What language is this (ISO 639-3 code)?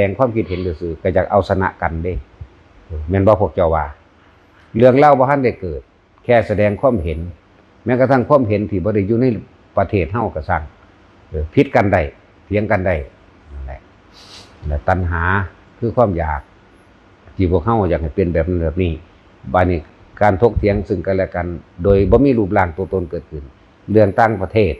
tts